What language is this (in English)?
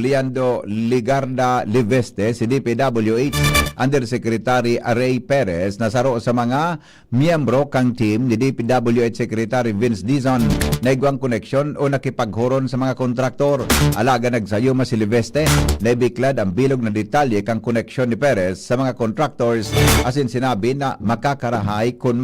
Bikol